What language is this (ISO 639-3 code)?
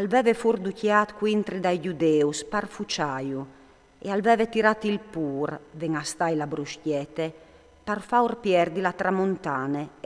fur